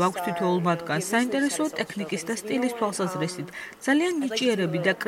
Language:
Georgian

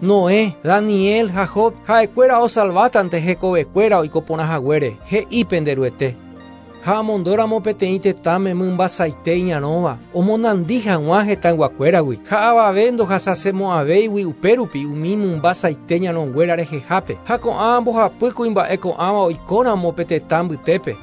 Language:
Guarani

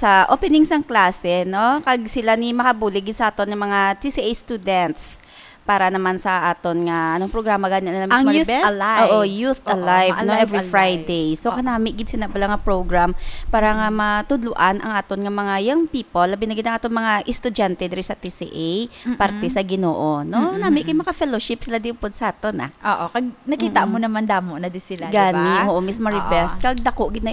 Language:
Hiligaynon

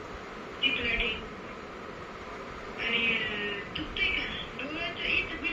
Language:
Marathi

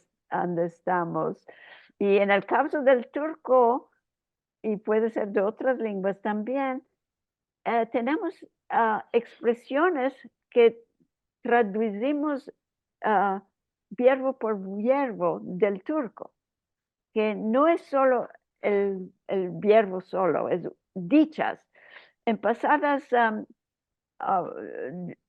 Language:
Ladino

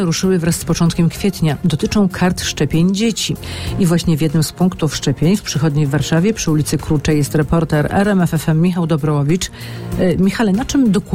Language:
Polish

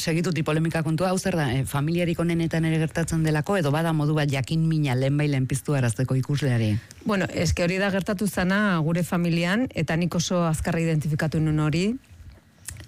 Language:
Basque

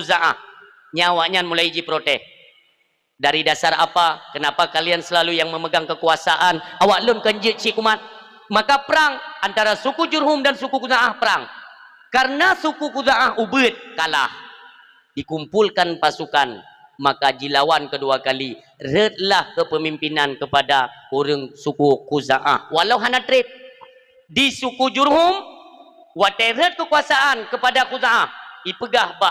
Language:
Achinese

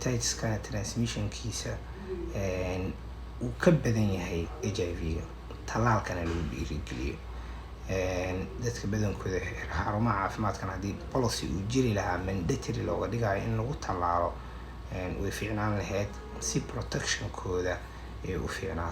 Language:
Somali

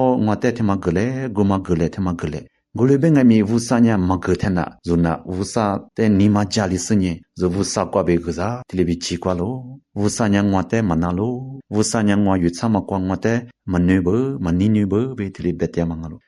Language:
Lisu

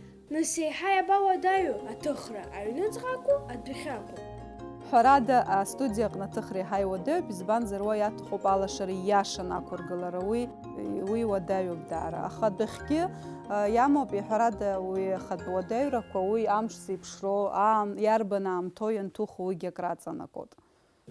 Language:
Abkhazian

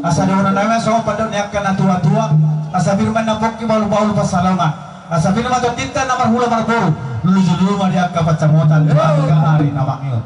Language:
Batak Toba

